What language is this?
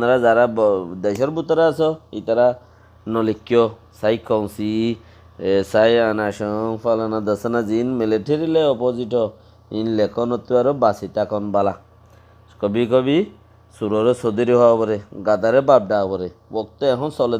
Rohingya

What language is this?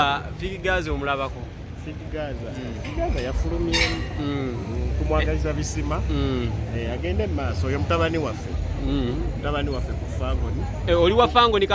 Ganda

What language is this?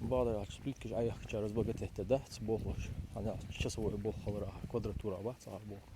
Ingush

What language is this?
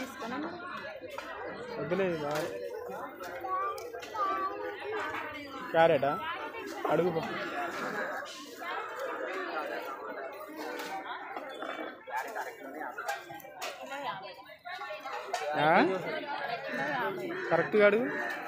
Telugu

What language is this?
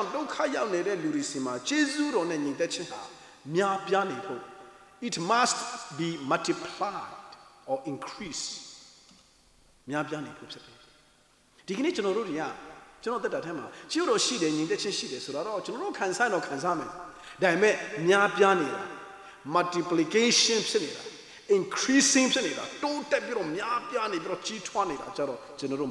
Burmese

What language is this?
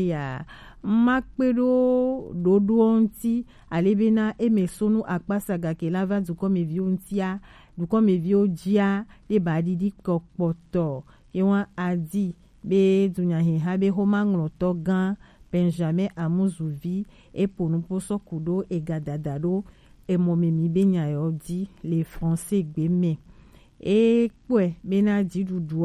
Gen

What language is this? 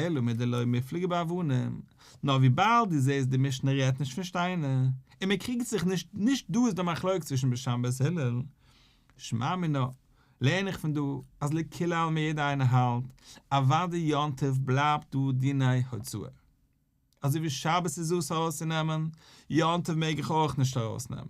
Yiddish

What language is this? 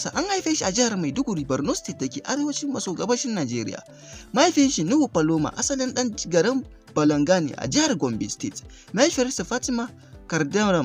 Hausa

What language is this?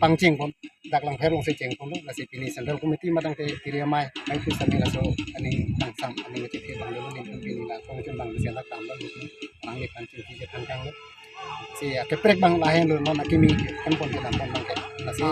Karbi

